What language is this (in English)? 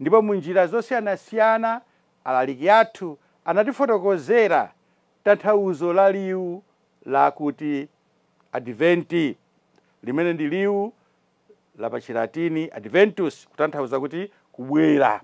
Nyanja